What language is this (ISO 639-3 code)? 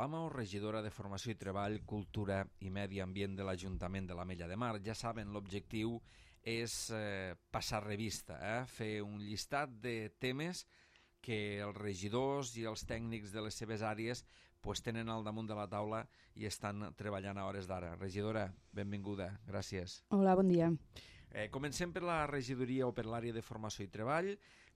cat